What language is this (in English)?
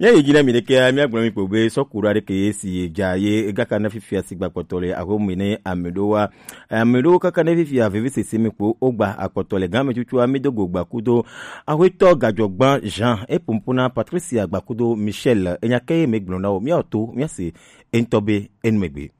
Gen